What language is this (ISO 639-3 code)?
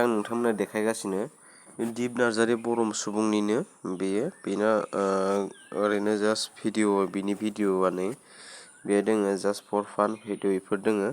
brx